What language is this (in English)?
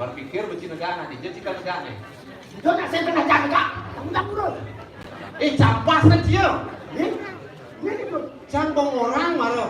Balinese